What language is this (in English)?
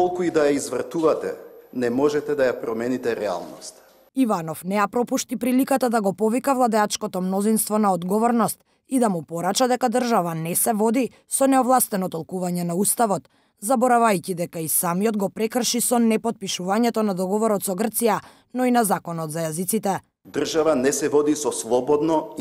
Macedonian